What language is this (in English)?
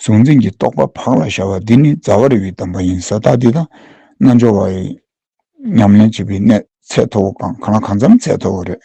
Tibetan